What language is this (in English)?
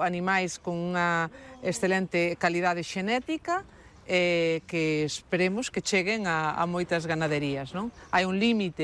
Galician